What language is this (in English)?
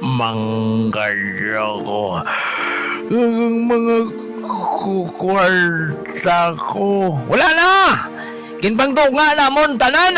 Hiligaynon